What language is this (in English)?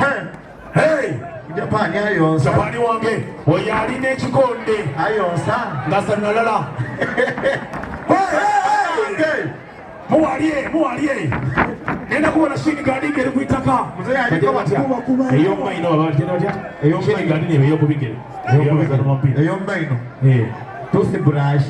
Soga